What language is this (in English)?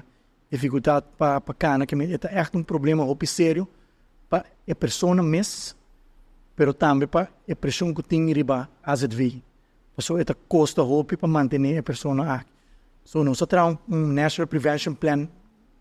Papiamento